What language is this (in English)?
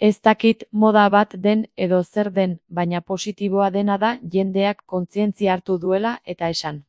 Basque